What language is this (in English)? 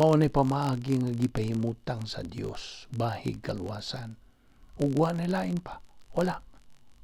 Cebuano